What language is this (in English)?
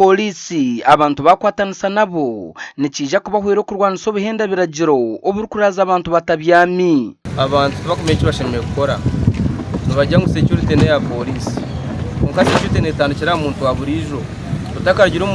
Nyankole